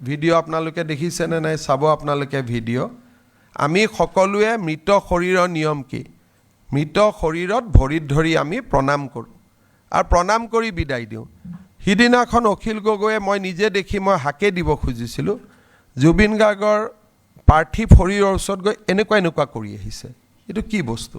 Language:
Assamese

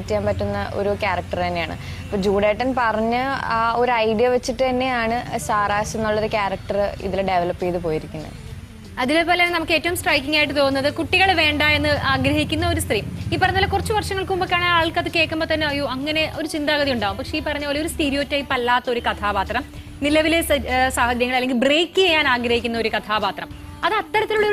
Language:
Malayalam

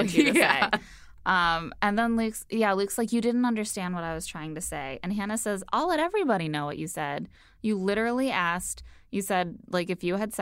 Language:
English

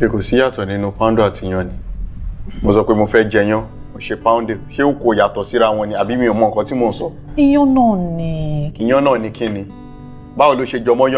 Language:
Yoruba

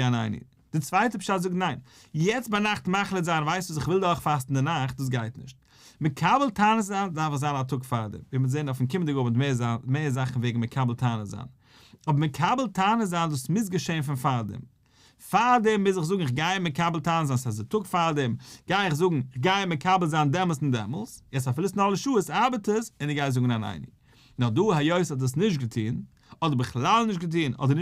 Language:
Yiddish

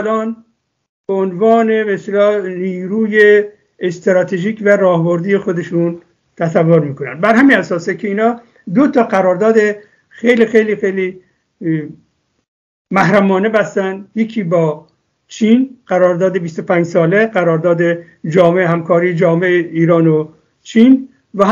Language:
Persian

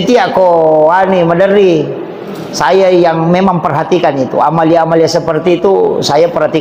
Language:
Buginese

